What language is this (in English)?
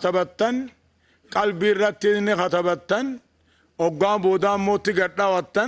Oromo